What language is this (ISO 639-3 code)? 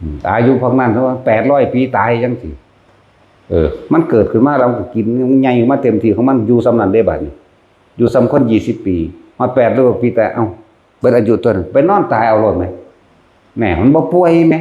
tts